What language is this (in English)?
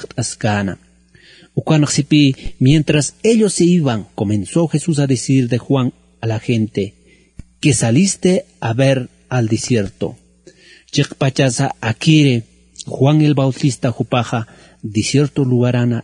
Aymara